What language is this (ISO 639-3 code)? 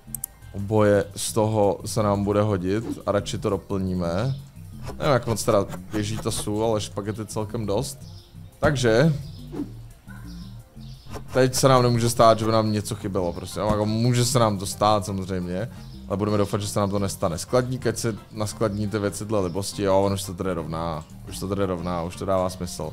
ces